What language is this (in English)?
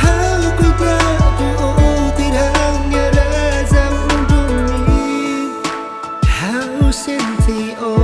Tetum